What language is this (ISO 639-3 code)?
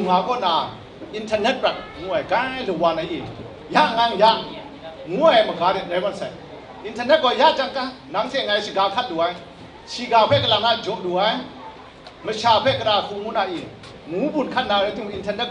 kac